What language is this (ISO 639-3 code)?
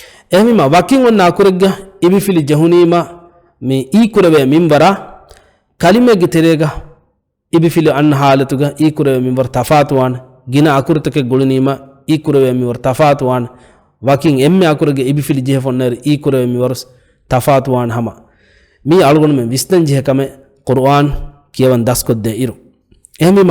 div